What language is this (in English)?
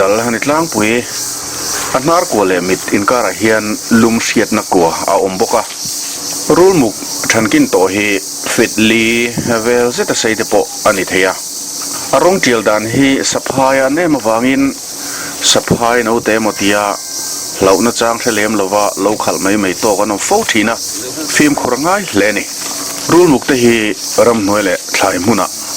Mizo